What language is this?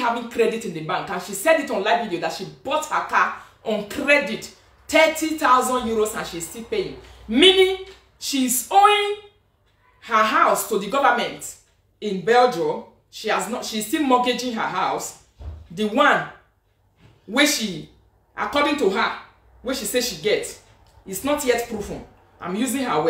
Nigerian Pidgin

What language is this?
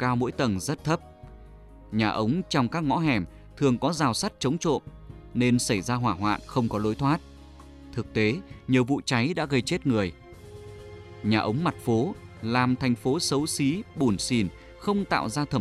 Vietnamese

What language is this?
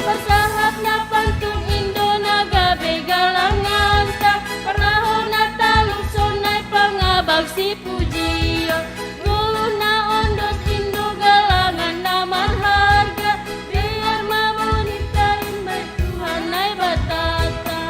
Batak Simalungun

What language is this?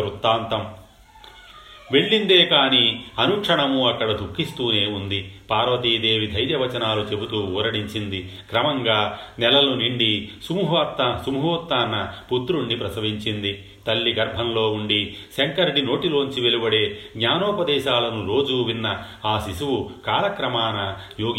Telugu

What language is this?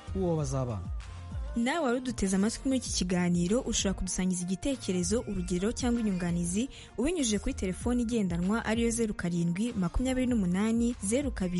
Kinyarwanda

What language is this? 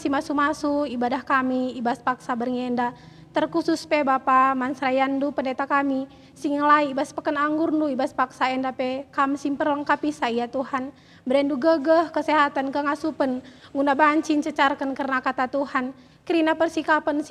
Batak Karo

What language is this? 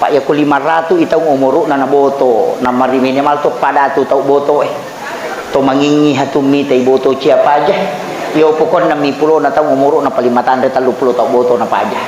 Buginese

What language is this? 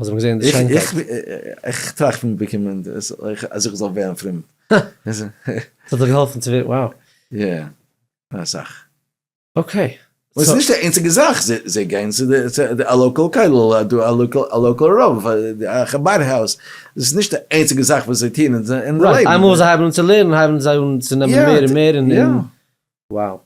Yiddish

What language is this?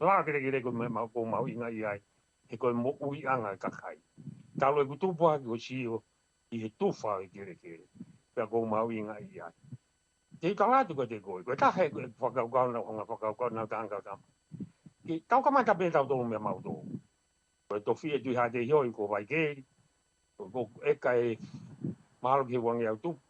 Tongan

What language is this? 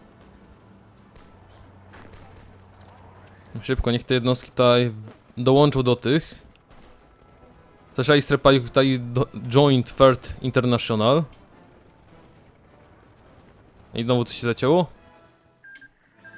Polish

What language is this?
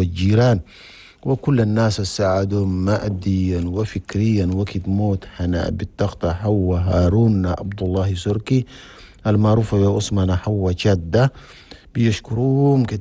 Chadian Arabic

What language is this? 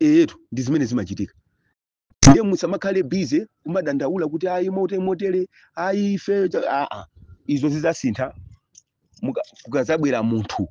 Nyanja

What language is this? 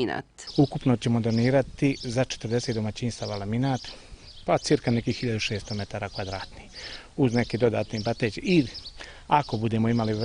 Bosnian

